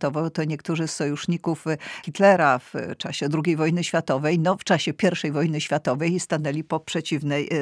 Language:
Polish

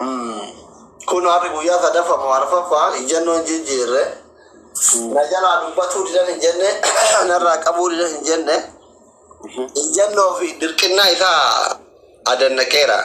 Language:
Oromo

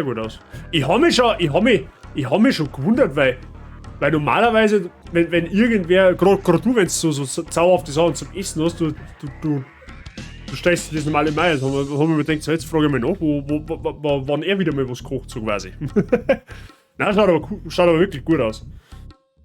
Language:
Bavarian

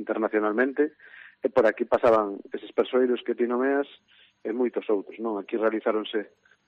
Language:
Galician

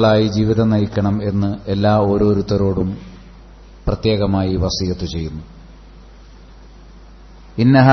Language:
Malayalam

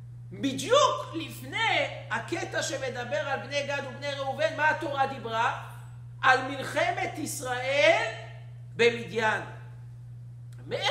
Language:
Hebrew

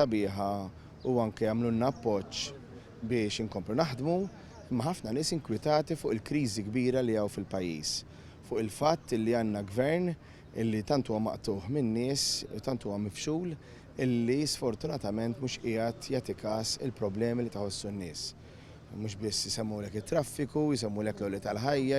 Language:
Maltese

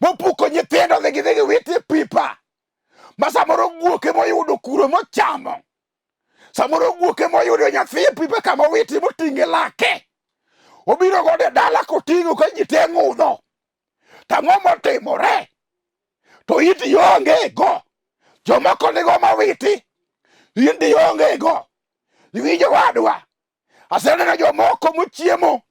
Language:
Luo (Kenya and Tanzania)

